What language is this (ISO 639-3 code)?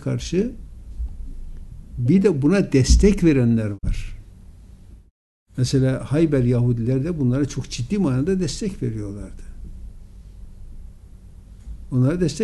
tur